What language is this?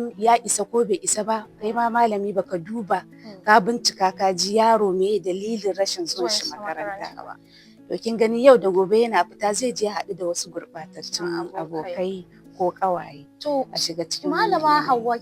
Hausa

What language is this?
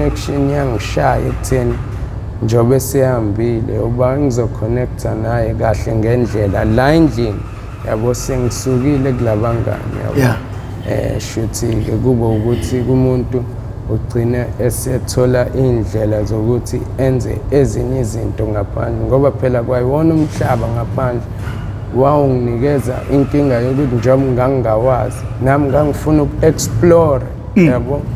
Zulu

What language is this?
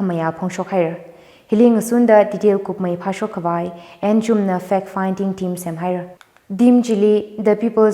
Tangkhul Naga (India)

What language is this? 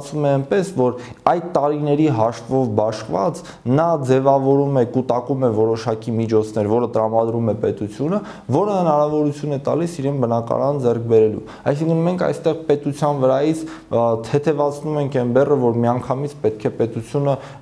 Armenian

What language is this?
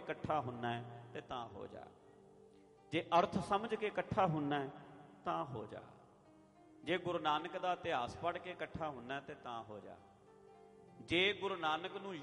Punjabi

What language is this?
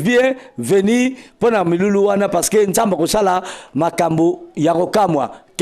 Lingala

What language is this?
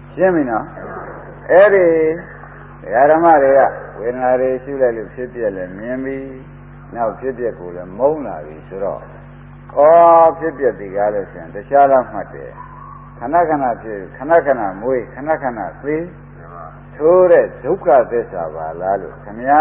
Burmese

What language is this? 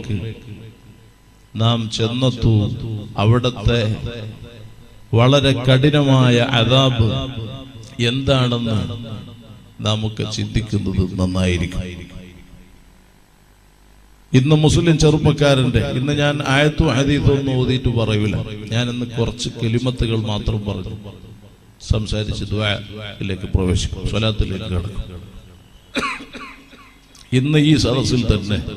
Malayalam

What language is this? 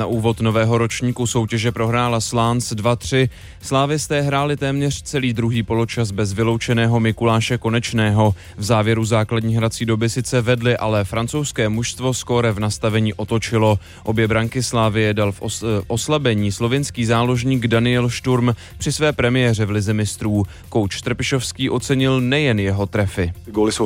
Czech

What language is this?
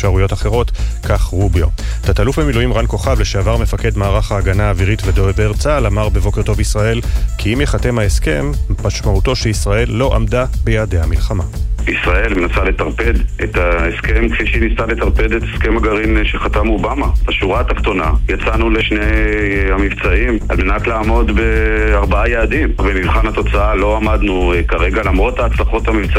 Hebrew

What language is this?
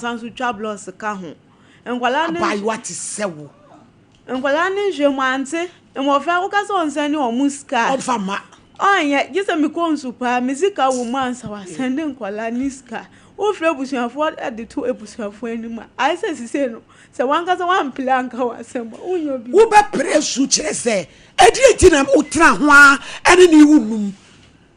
Akan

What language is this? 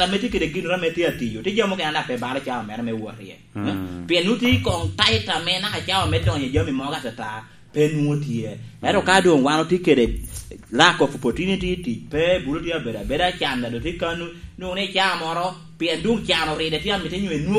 Lango (Uganda)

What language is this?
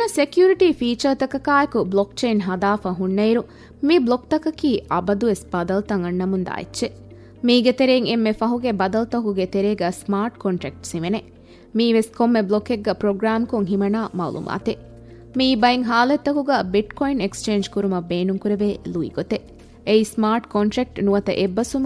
Divehi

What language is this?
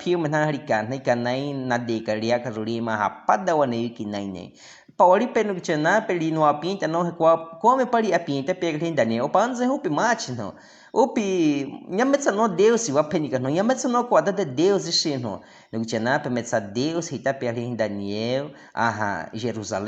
Baniwa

